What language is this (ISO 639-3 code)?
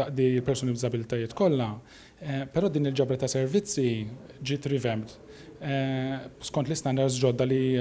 mlt